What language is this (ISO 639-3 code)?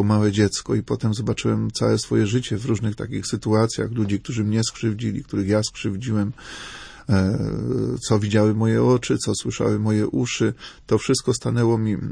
pol